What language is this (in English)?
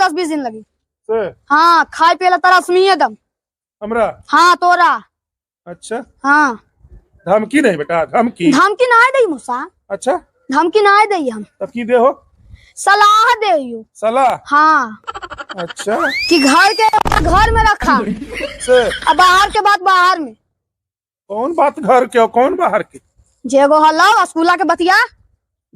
Magahi